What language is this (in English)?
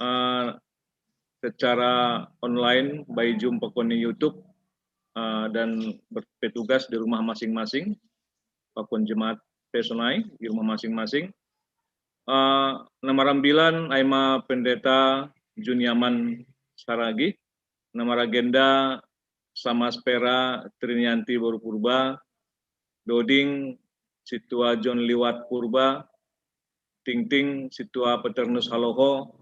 Batak Simalungun